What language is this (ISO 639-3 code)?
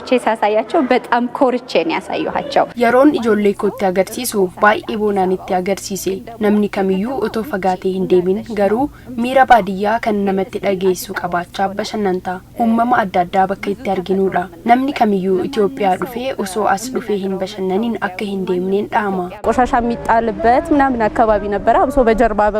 orm